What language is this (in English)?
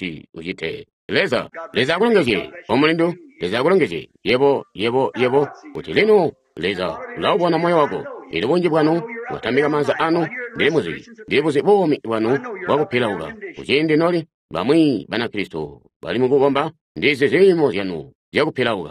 Tonga (Zambia)